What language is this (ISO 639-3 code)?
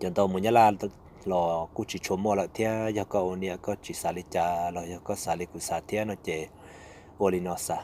hmn